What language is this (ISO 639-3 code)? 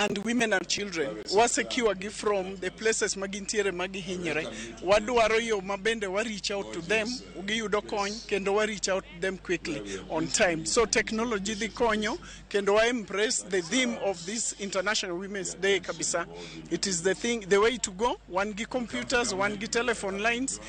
luo